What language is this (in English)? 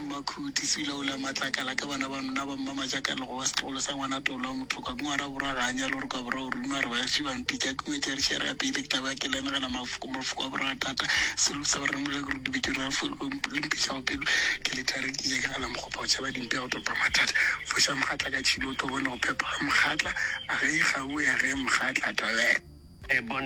Northern Sotho